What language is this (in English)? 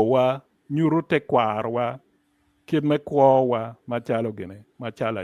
Acoli